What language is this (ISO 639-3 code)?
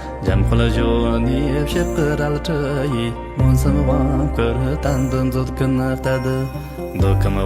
bod